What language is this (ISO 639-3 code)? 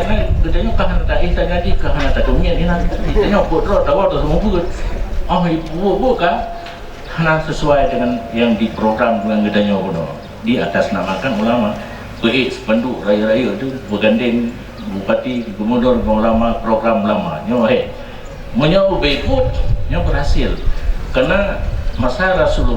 ace